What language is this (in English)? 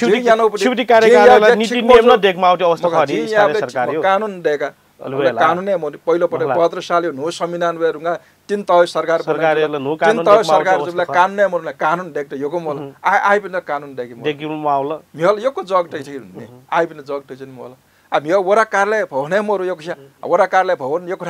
Newari